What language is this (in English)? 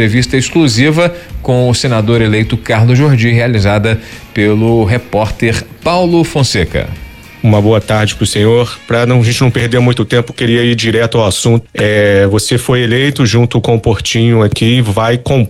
Portuguese